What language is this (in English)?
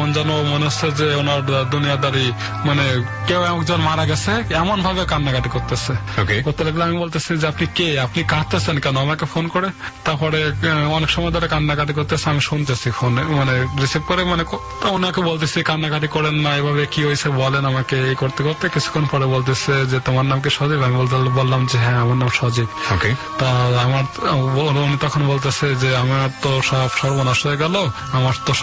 Bangla